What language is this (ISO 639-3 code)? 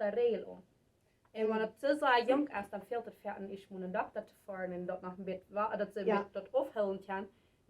pdt